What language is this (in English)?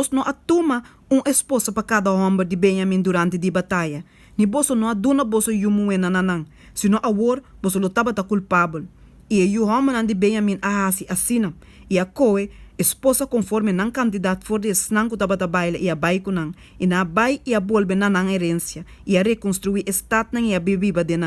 Papiamento